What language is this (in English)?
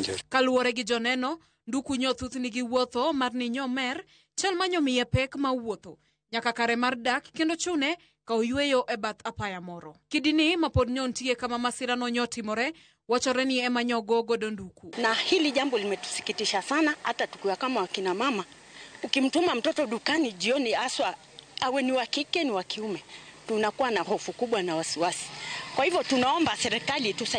Luo (Kenya and Tanzania)